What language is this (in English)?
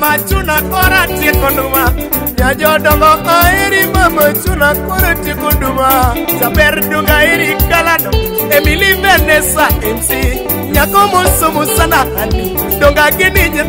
Luo (Kenya and Tanzania)